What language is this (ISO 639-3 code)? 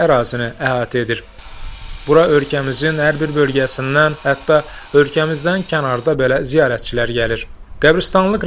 aze